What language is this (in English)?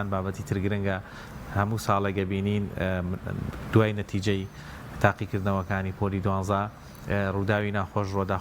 Central Kurdish